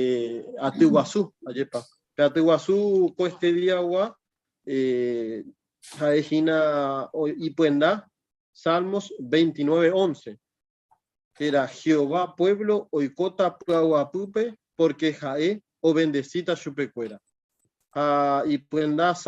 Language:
Guarani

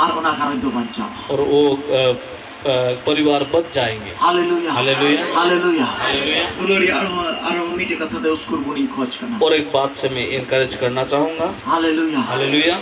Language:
Santali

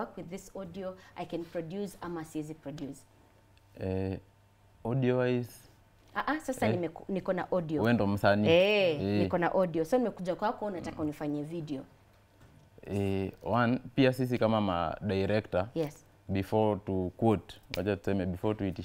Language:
Swahili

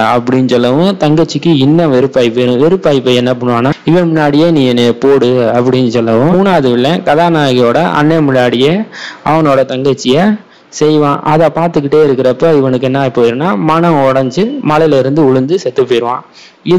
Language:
Tamil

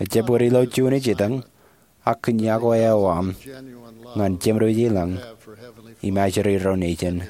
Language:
Marshallese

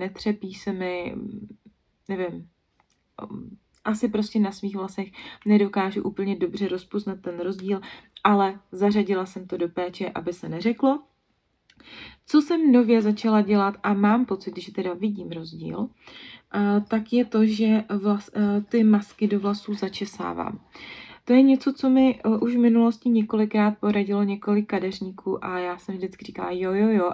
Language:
Czech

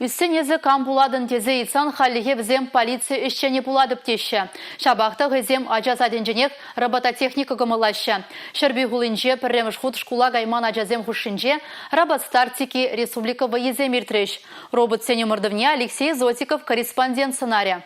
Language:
Chuvash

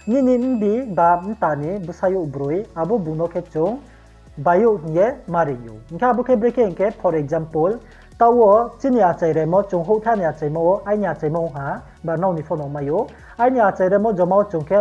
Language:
Riang (India)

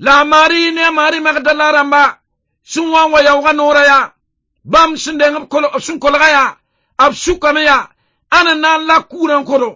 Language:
Mossi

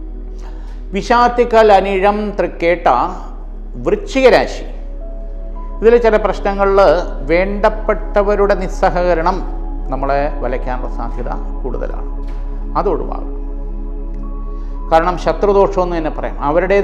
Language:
Malayalam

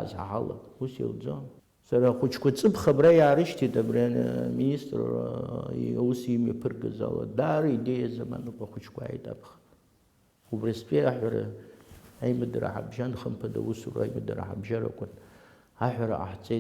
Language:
Abkhazian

